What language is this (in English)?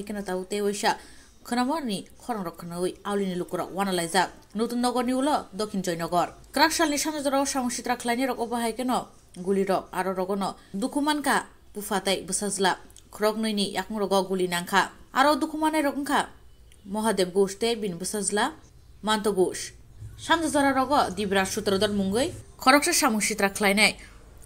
Kok Borok